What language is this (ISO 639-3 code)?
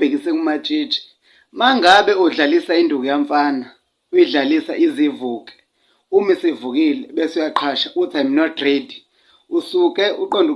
zul